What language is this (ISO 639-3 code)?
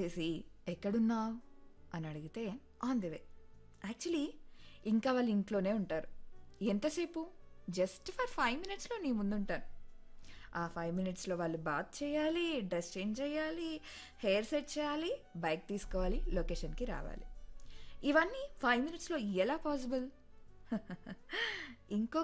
tel